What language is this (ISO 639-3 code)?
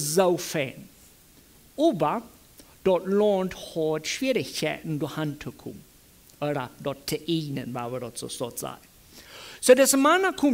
pdt